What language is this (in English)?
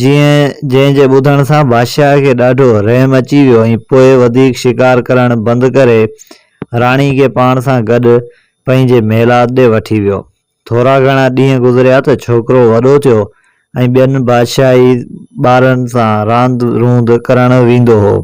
Sindhi